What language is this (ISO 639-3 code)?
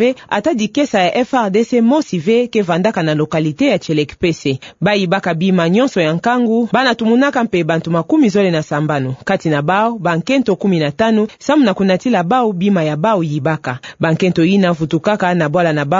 ktu